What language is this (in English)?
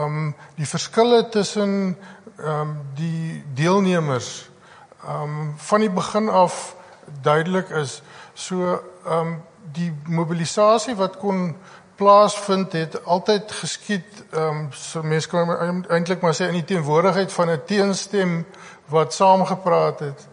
Afrikaans